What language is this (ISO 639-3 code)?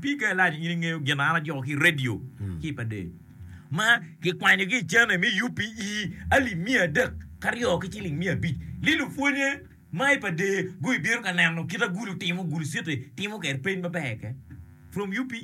ach